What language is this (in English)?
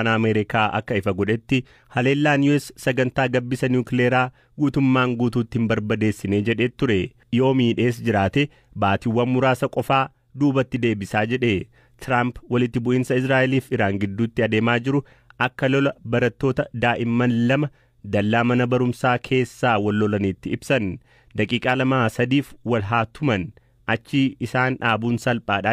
Oromo